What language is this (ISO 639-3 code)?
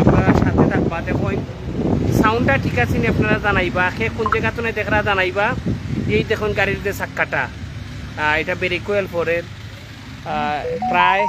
syl